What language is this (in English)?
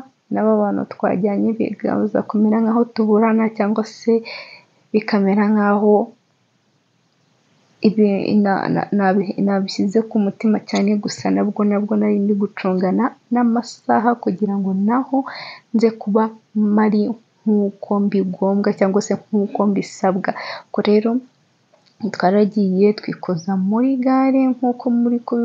Kinyarwanda